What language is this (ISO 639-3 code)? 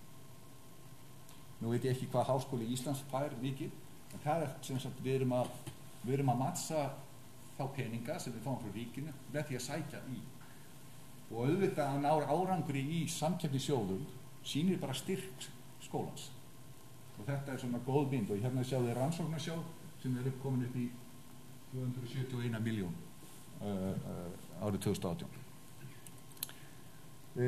isl